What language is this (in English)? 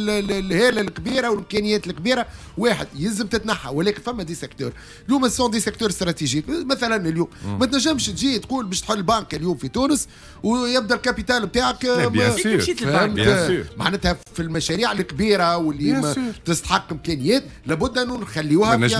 Tunisian Arabic